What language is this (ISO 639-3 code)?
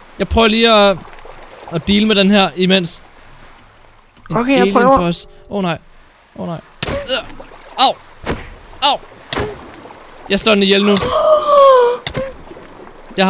dan